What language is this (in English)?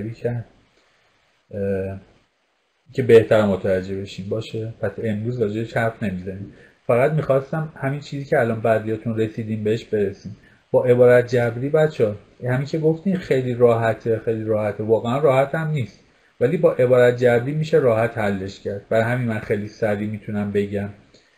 Persian